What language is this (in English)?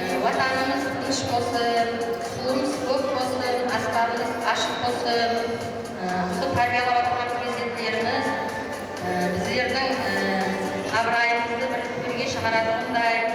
Kara-Kalpak